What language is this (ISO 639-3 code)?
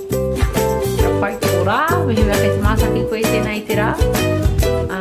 mri